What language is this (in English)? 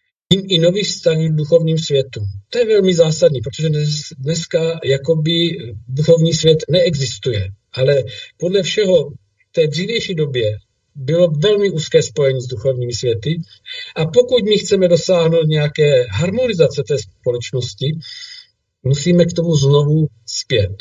Czech